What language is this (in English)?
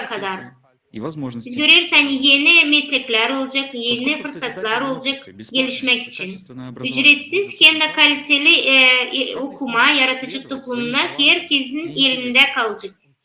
Gagauz